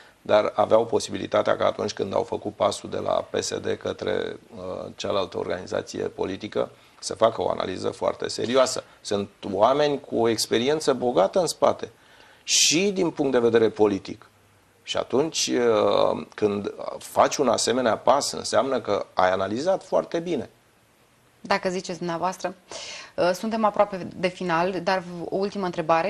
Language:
Romanian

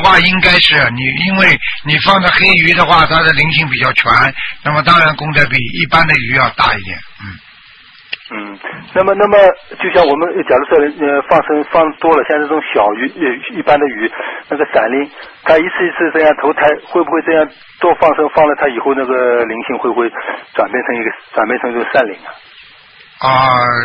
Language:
Chinese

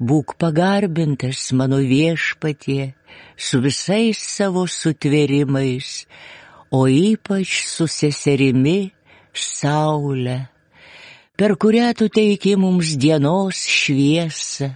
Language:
Lithuanian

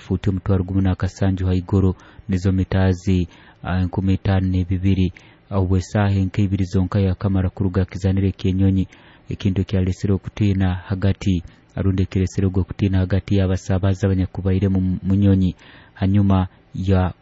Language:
Nyoro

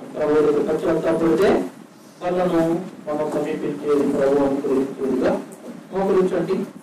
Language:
Telugu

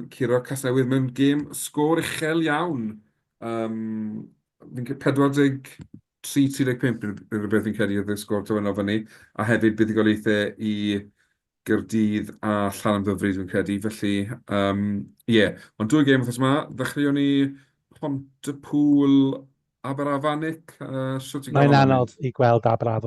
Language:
Welsh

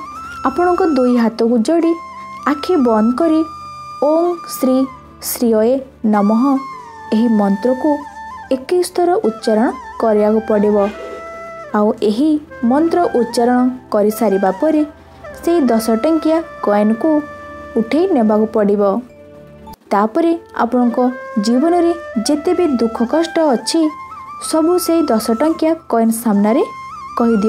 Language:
Odia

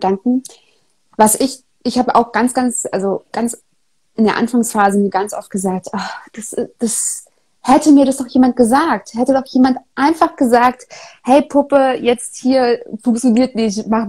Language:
German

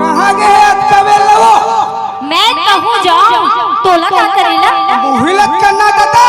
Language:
Chhattisgarhi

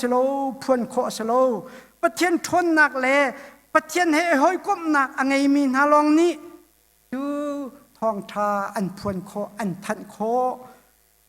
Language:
Hakha Chin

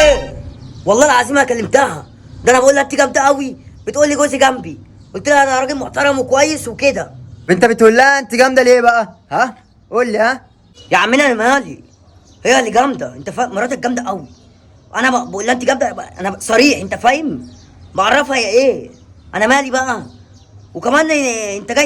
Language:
Egyptian Arabic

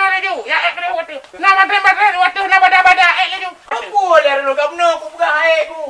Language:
Achinese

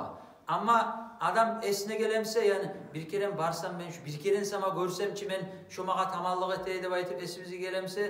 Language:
Kumyk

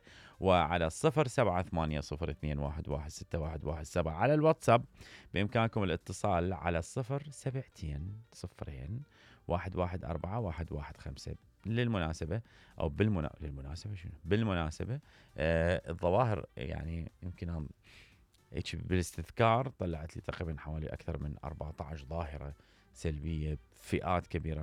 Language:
Mesopotamian Arabic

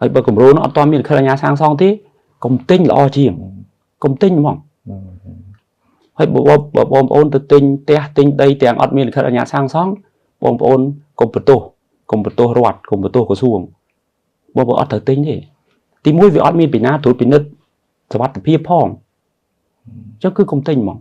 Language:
Khmer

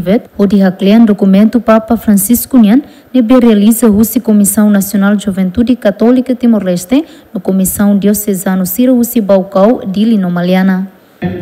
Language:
Tetum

